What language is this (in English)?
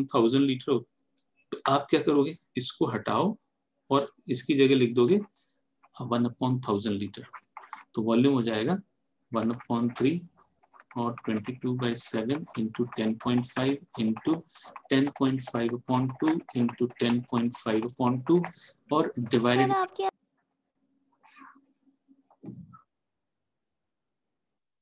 Hindi